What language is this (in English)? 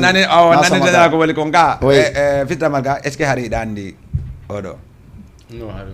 Fula